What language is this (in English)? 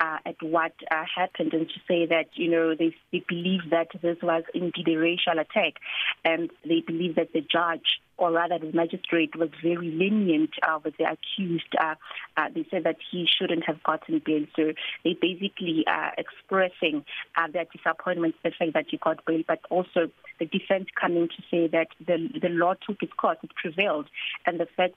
English